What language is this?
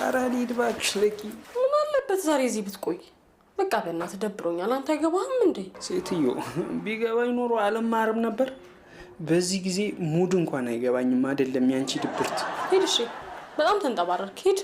Amharic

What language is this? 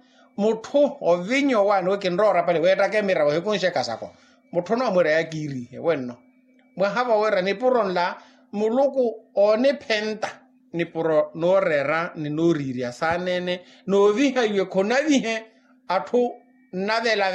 Makhuwa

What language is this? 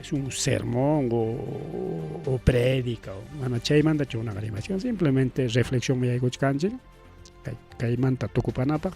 Ayacucho Quechua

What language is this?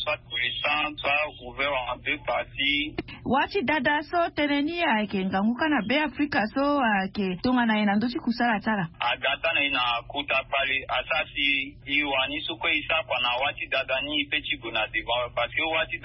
Sango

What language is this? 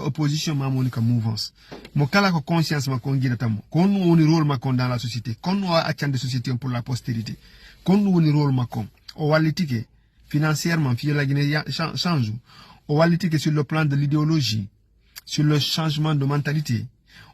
Fula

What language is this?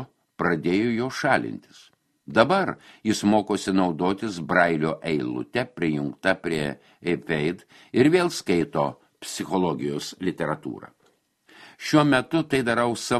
Lithuanian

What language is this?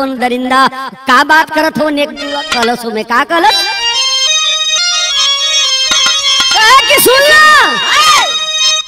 Bhojpuri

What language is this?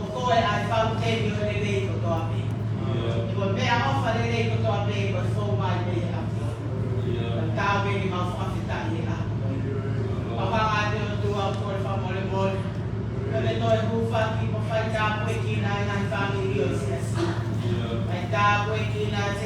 Tongan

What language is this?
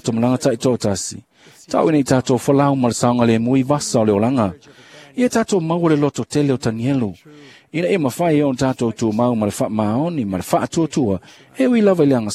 Samoan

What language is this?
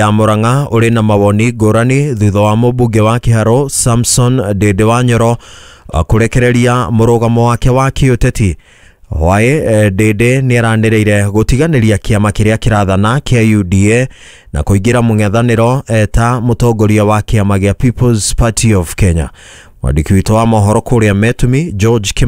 Kikuyu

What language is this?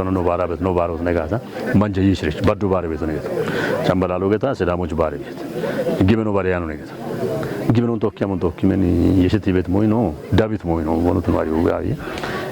Kafa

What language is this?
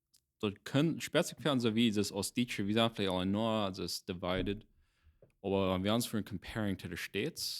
Plautdietsch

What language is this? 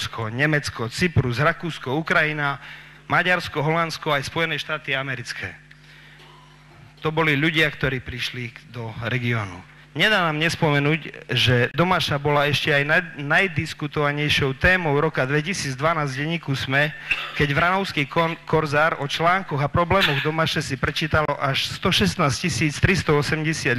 Slovak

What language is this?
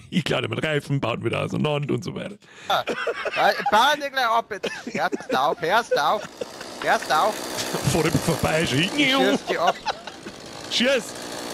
Bavarian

